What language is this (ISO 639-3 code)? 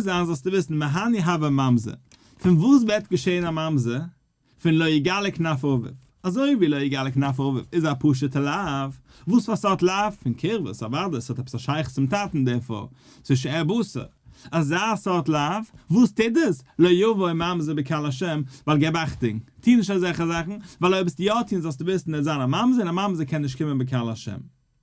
yid